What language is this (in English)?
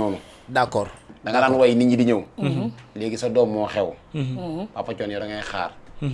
Wolof